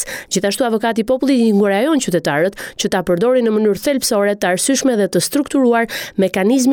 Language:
Albanian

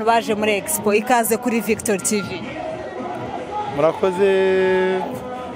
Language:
Kinyarwanda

